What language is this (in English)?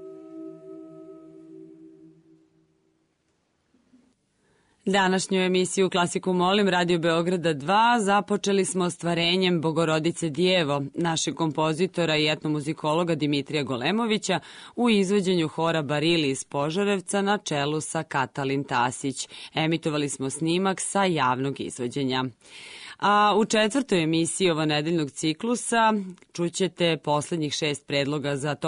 Serbian